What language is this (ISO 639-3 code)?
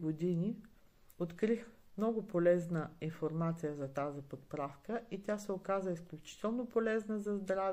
bul